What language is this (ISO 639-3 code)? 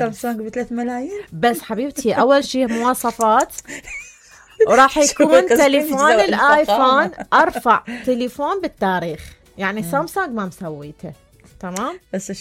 acm